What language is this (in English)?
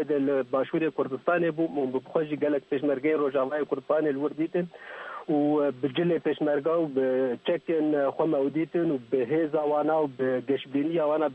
Kurdish